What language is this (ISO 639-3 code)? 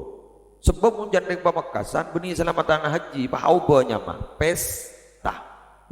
mad